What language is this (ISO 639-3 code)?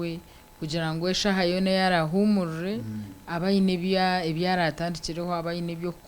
nyn